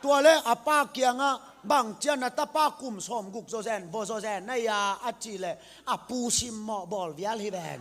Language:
Tedim Chin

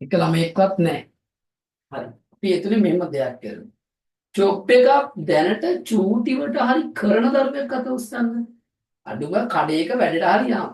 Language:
Sinhala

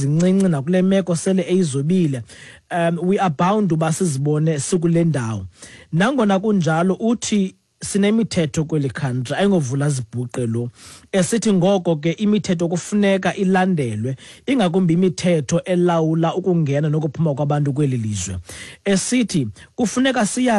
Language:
Xhosa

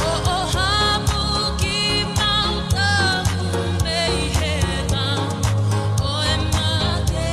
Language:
Tongan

